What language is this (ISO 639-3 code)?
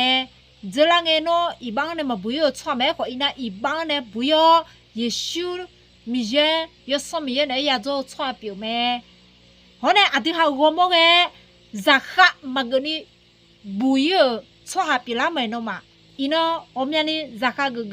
ahk